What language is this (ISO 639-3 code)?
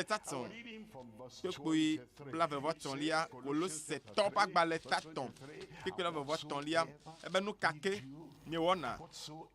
ewe